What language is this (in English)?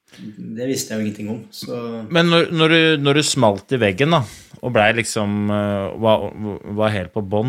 Norwegian